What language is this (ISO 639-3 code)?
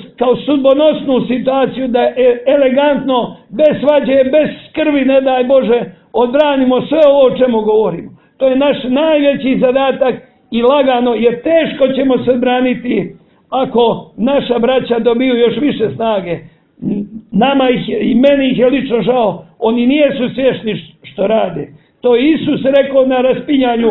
srp